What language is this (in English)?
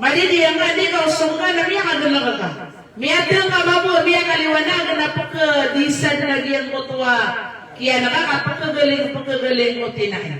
Maranao